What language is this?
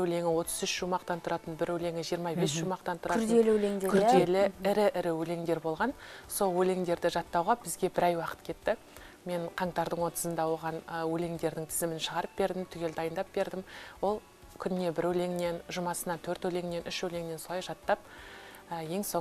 Kazakh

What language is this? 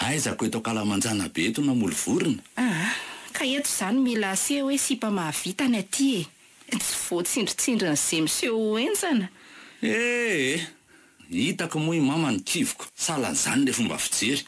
Malagasy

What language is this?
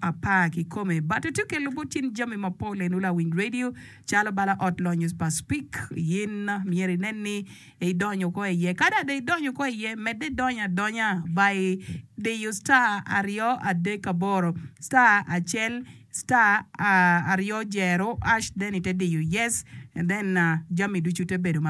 Acoli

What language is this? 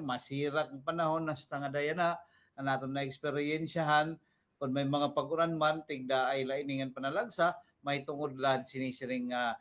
Waray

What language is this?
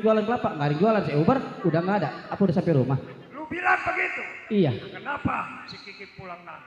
Betawi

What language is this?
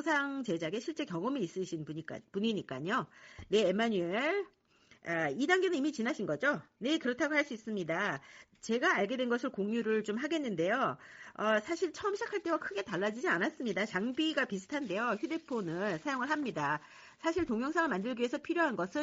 Korean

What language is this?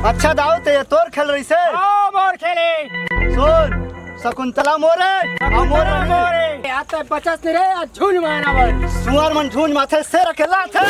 Chhattisgarhi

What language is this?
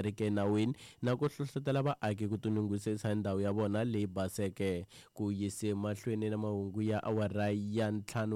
Tsonga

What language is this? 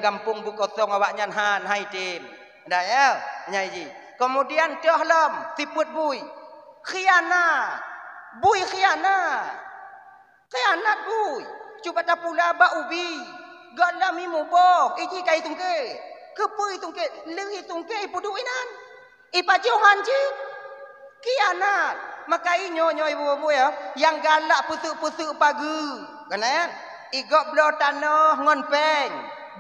Achinese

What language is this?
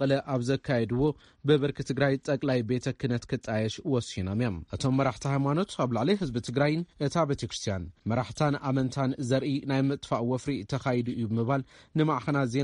Tigrinya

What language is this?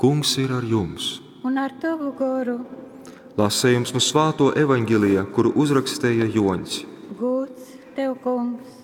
Latgalian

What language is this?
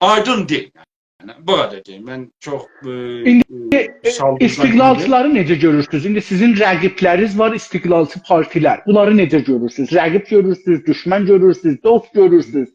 South Azerbaijani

